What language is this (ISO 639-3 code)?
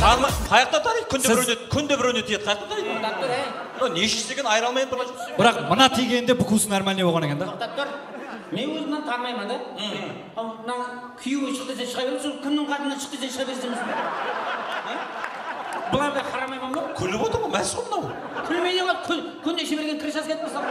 kaa